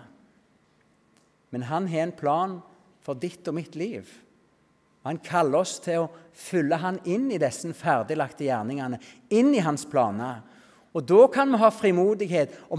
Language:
Norwegian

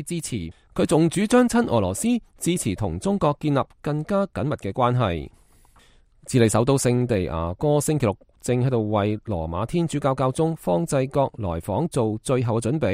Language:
Cantonese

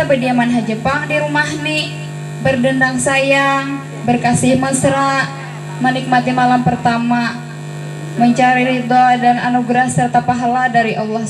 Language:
Banjar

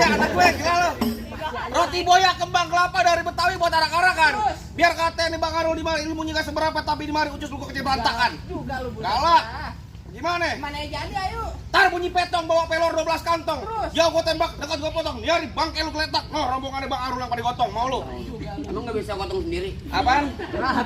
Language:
Betawi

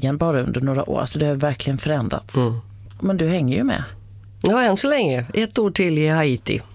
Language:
Swedish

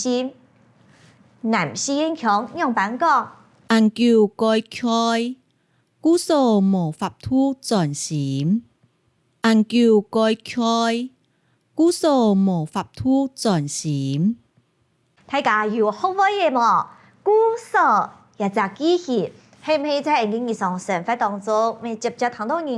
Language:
Hakka Chinese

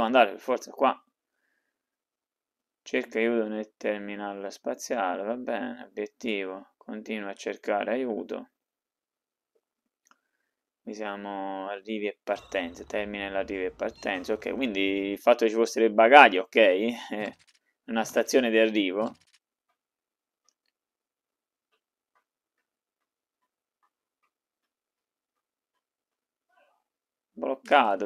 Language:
Italian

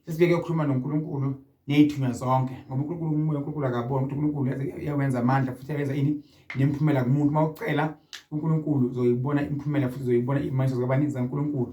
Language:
Zulu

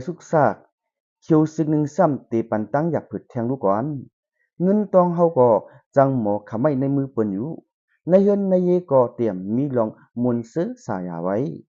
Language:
Shan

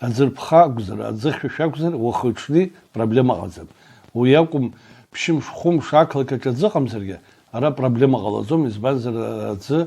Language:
Abkhazian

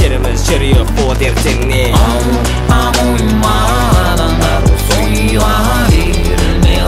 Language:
Kazakh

